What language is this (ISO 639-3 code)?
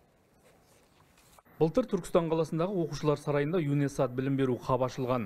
kaz